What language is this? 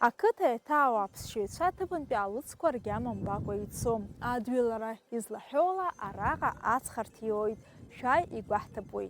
Abkhazian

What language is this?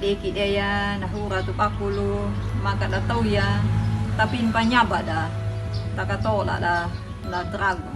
Anakalangu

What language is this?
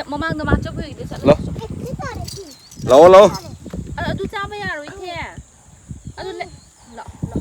Manipuri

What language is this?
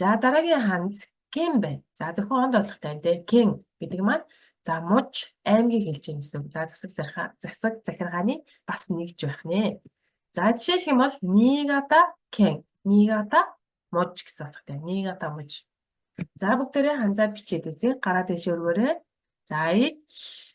Mongolian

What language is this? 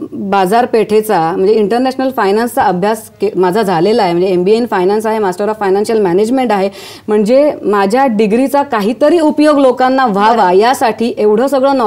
Marathi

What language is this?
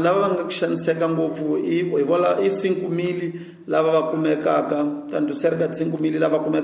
Tsonga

